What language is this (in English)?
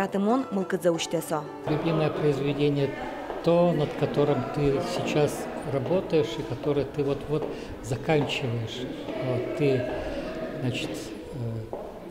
Udmurt